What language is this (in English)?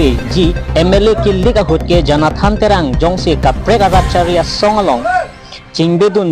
Karbi